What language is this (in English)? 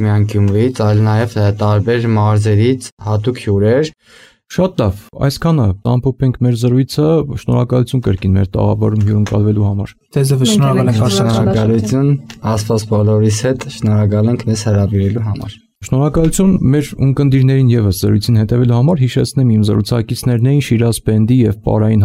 Armenian